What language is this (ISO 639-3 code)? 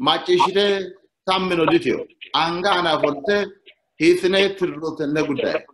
sid